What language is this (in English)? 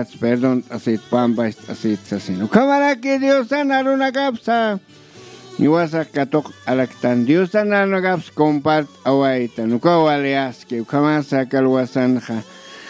Aymara